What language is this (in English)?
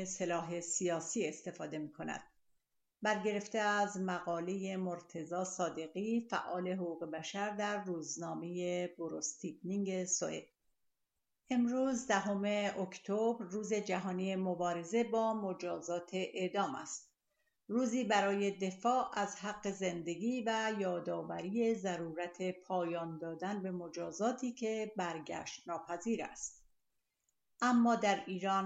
Persian